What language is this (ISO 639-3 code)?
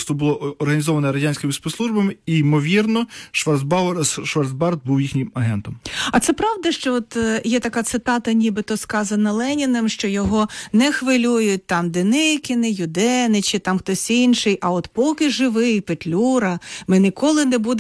ukr